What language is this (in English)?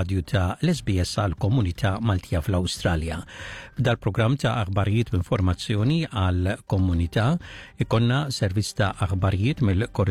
Maltese